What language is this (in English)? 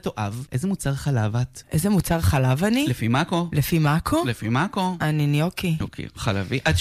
Hebrew